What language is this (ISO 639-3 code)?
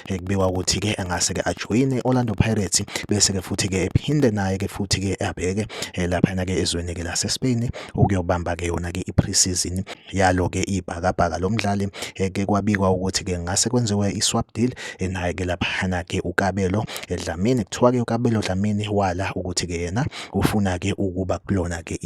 zul